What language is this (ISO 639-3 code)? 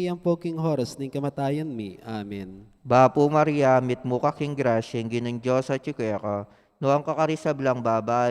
pam